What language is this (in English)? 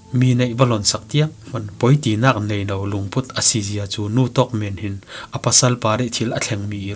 Falam Chin